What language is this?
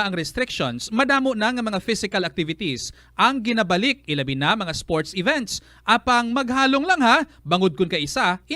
Hiligaynon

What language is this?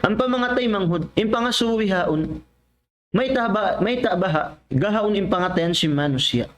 Tausug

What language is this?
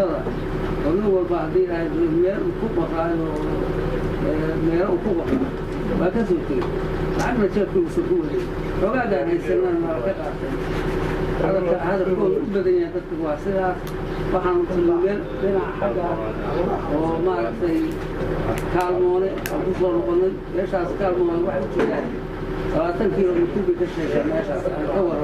Somali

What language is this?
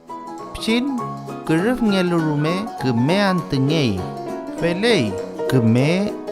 Mapuche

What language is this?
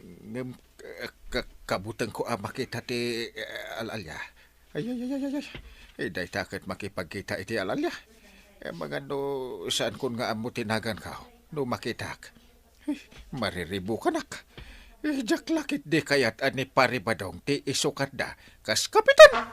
Iloko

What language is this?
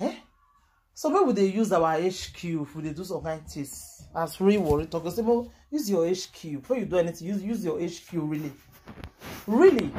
Nigerian Pidgin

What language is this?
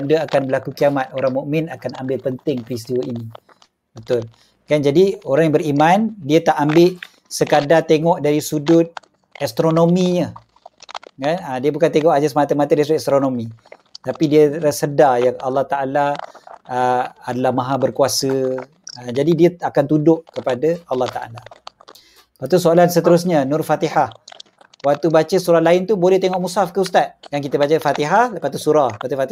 Malay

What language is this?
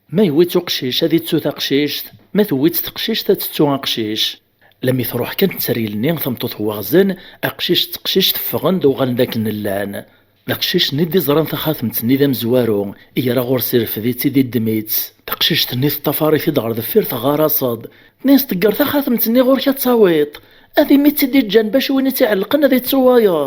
Kabyle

